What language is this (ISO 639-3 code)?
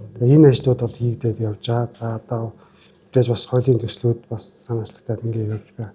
mon